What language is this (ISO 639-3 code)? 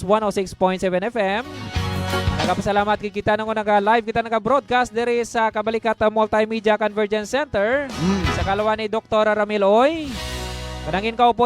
hil